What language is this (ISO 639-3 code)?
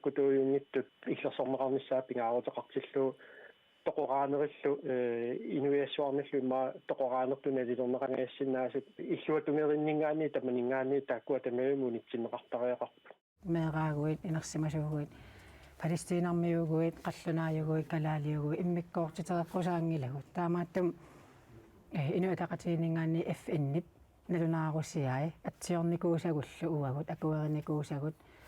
kal